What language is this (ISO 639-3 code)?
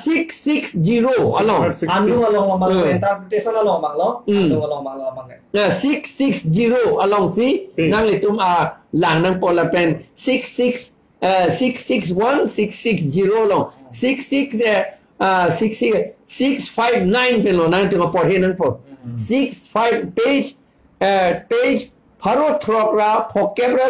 mjw